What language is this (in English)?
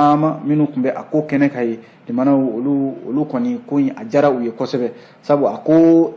Bambara